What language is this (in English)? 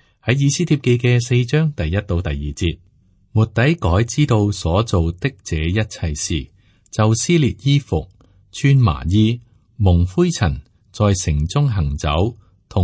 Cantonese